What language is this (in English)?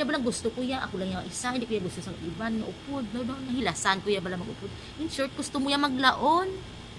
Hiligaynon